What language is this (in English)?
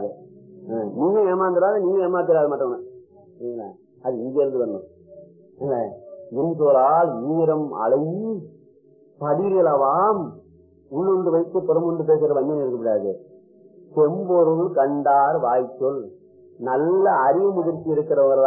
Tamil